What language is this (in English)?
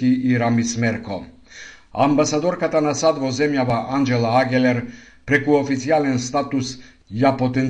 Macedonian